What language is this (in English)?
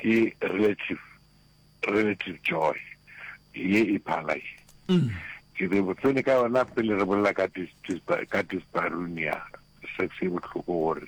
Northern Sotho